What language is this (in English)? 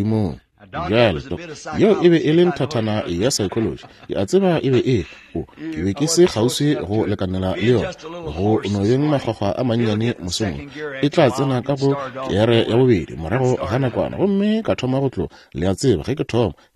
Northern Sotho